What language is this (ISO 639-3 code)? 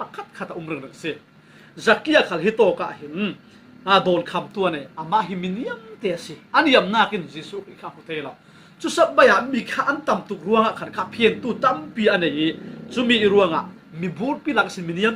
cfm